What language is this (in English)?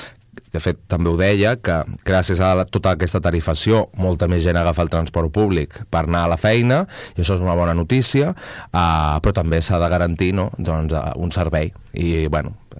Catalan